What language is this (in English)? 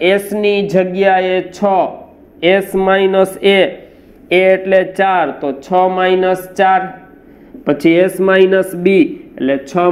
Gujarati